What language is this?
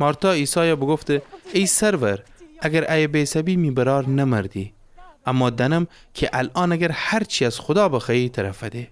Gilaki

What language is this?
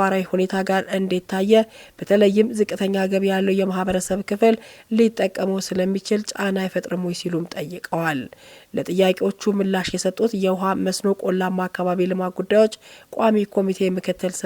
Amharic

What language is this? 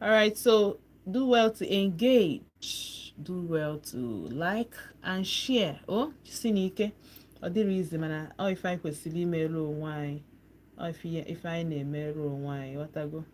Igbo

